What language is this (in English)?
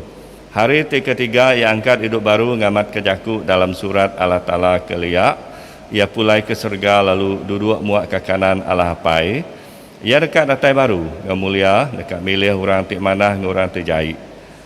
Iban